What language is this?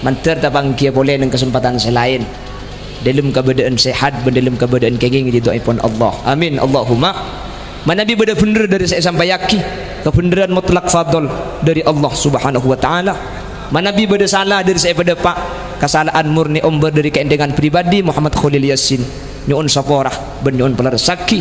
Madurese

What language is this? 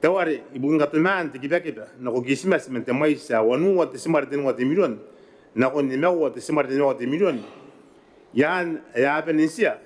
Gilbertese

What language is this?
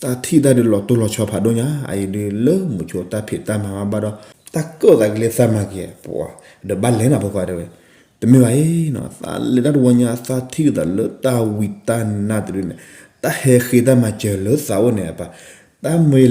S'gaw Karen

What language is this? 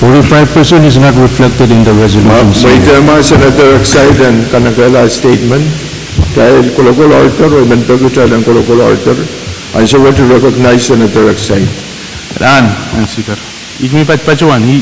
Pohnpeian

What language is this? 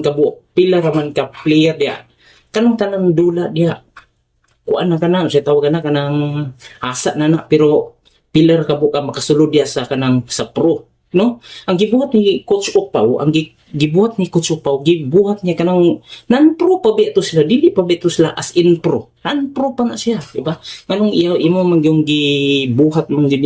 Cebuano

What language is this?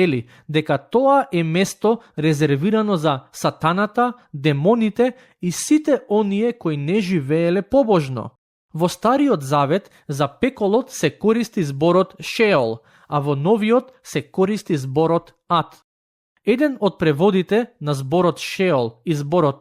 Macedonian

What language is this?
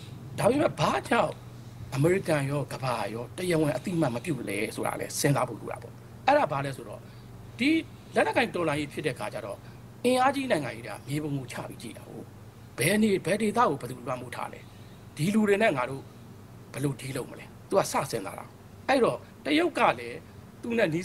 Burmese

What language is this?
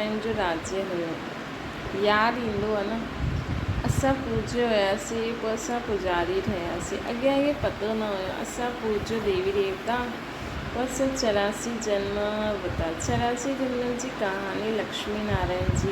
Sindhi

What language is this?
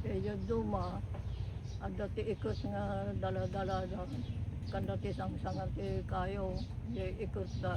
Iloko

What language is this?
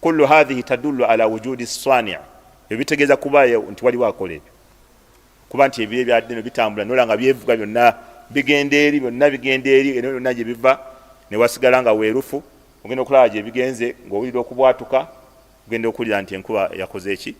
Ganda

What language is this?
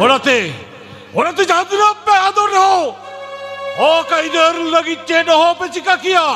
Santali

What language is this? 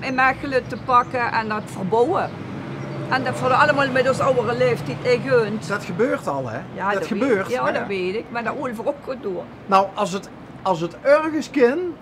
Limburgish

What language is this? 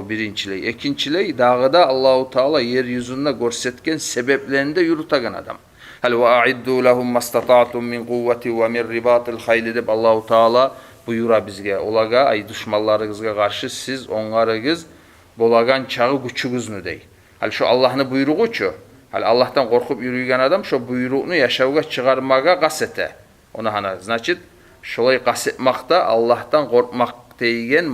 Kumyk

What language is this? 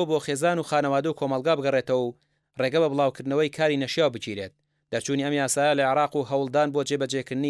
Central Kurdish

